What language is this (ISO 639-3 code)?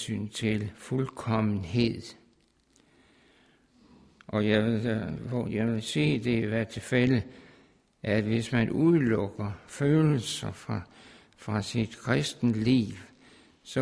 dan